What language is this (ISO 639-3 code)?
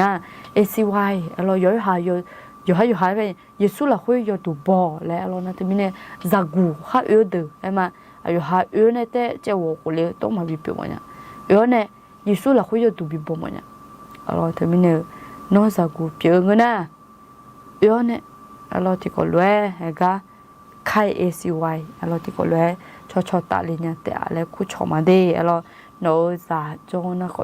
ahk